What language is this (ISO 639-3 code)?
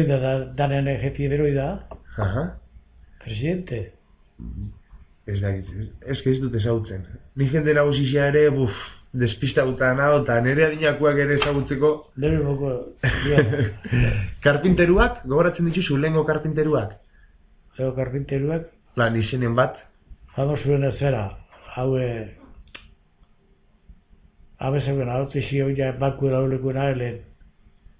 eus